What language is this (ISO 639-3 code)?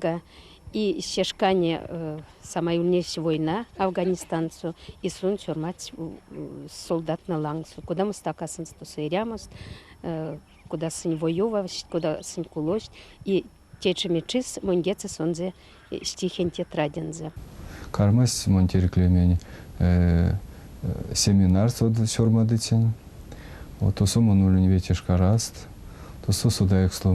myv